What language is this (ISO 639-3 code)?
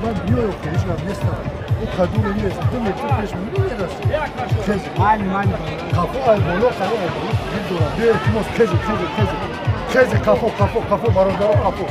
tgk